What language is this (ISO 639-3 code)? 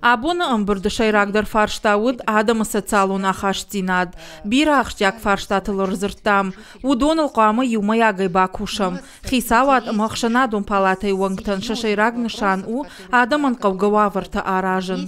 oss